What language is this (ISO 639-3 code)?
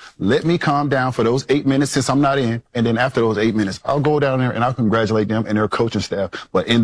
eng